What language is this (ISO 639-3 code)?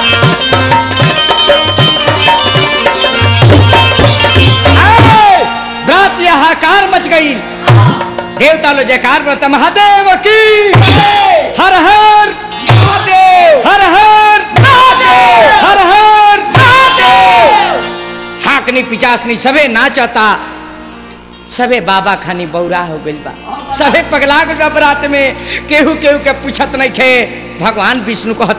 bho